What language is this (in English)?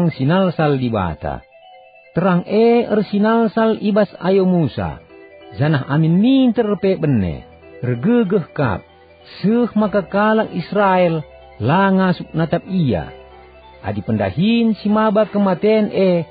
Batak Karo